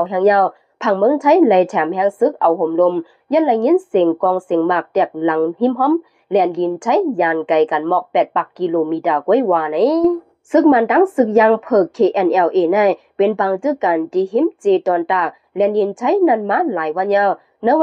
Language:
Shan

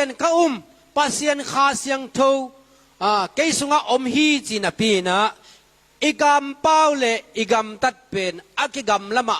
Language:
Tedim Chin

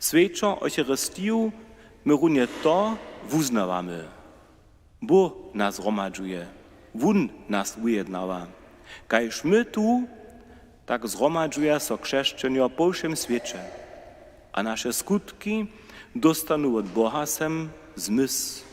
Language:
Upper Sorbian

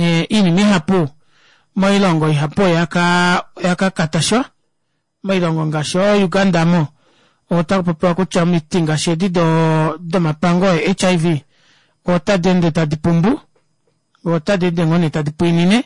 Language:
Kuanyama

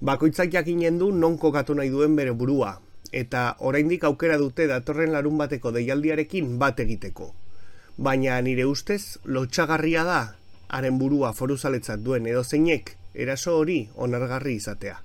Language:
Basque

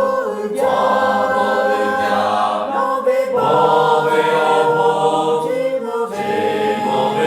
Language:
Lahu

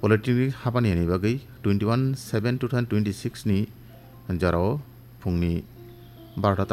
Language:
Kok Borok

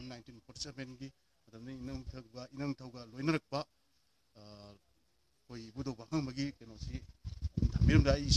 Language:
Manipuri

